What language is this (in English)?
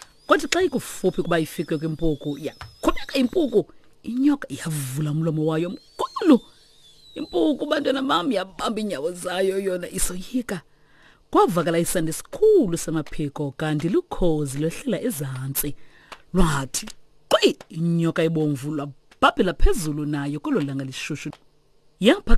Xhosa